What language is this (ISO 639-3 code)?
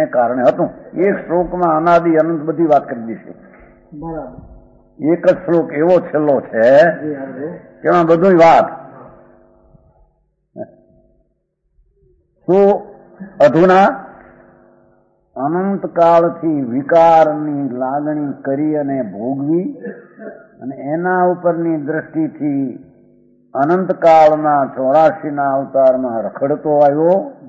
guj